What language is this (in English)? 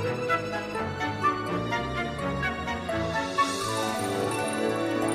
Yakut